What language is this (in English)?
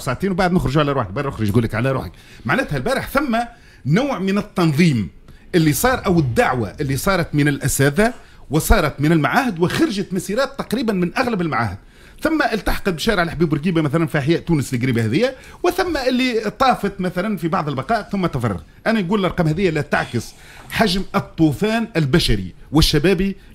Tunisian Arabic